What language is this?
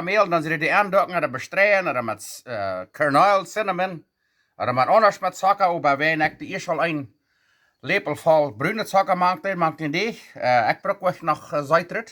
Plautdietsch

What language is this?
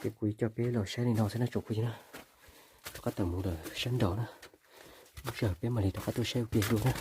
Hmong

